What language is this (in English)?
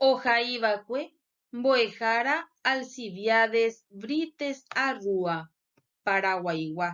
Guarani